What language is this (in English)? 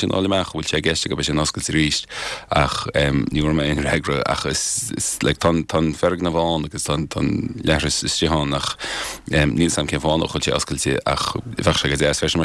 Irish